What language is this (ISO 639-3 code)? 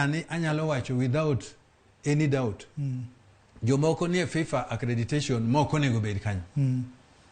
luo